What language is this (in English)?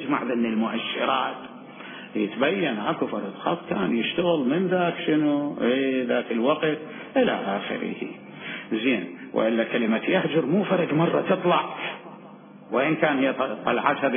Mesopotamian Arabic